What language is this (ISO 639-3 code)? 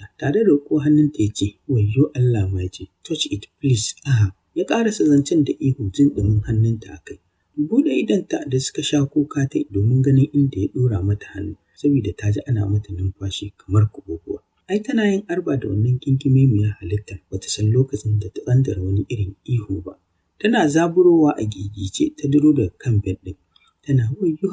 hau